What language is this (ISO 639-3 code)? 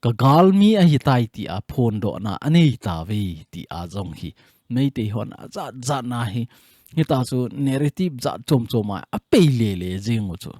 tcz